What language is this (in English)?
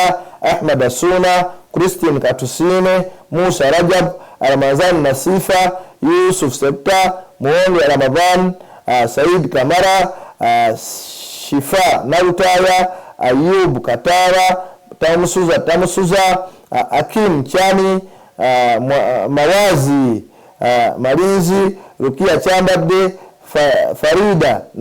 Ganda